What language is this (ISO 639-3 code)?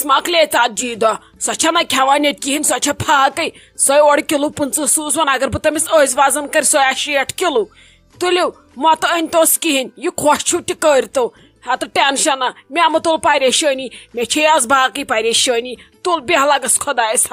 kas